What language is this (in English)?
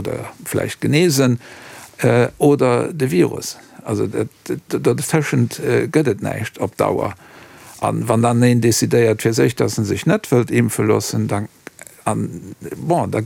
Luxembourgish